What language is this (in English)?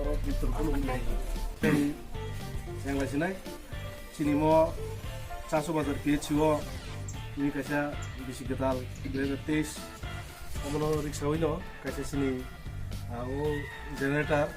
Kok Borok